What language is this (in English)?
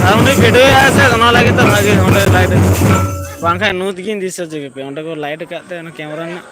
Santali